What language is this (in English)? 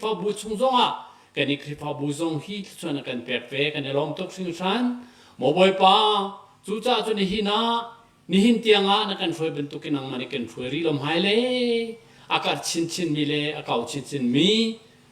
Hakha Chin